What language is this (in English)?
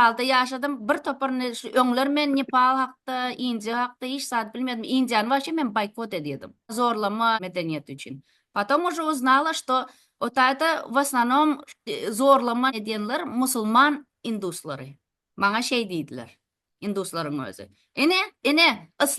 Turkmen